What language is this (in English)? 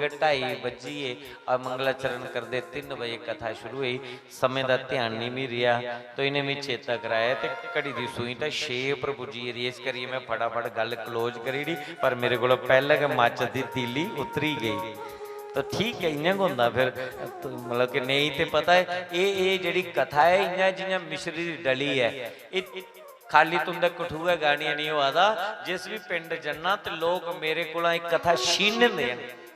Dogri